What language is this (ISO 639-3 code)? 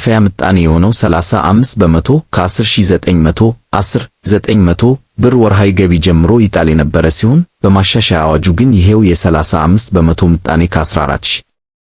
amh